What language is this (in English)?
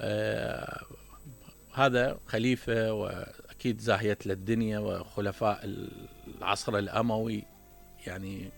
Mesopotamian Arabic